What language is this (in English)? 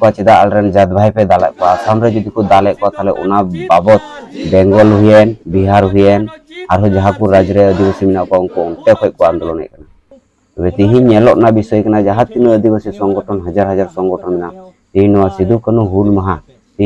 Santali